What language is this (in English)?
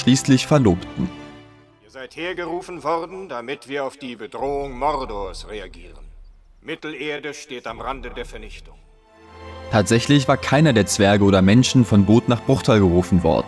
German